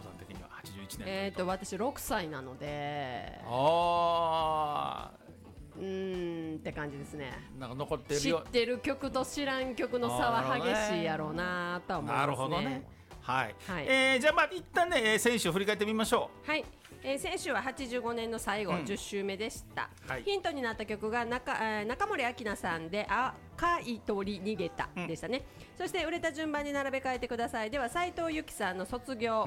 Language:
Japanese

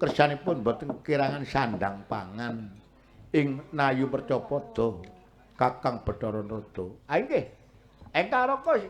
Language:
Javanese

